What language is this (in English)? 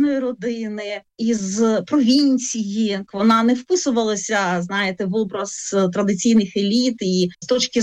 Ukrainian